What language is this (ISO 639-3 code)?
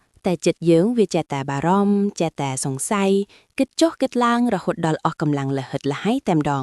khm